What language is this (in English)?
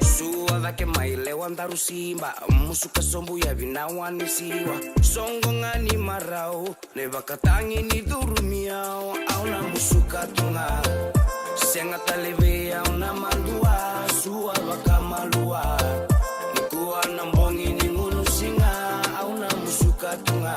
Fijian